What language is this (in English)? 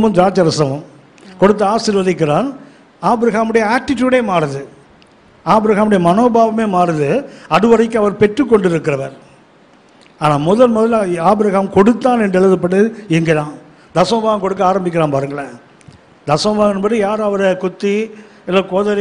Tamil